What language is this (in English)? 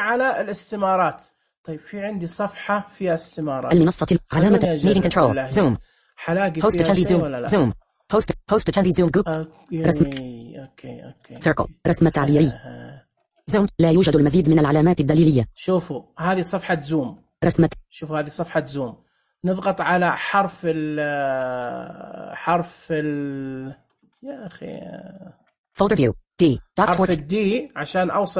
Najdi Arabic